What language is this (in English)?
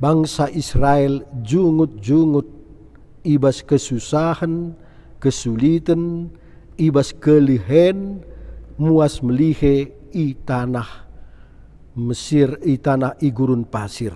Batak Karo